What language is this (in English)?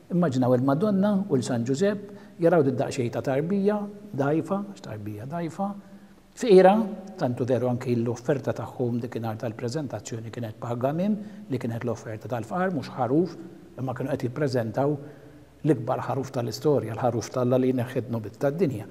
Maltese